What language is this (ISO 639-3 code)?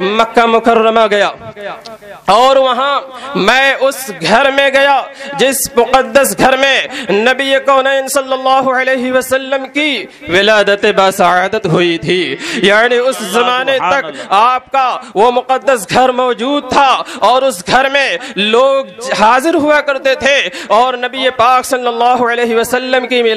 urd